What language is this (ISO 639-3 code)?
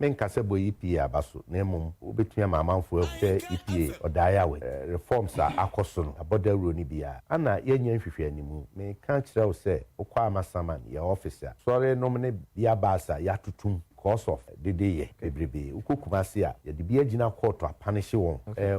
aka